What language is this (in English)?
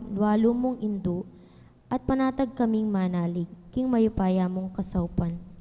Pampanga